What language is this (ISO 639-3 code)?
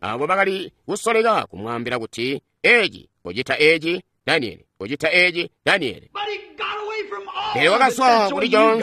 toi